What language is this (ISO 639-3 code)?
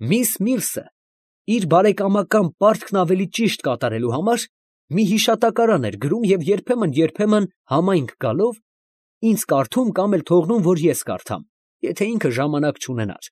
hye